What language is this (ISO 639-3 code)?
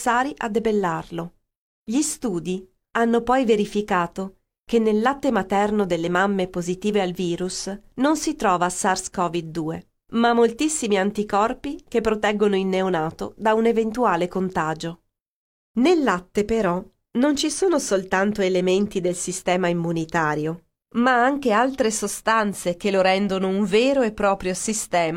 ita